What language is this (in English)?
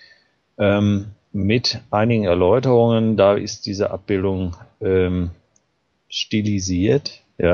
German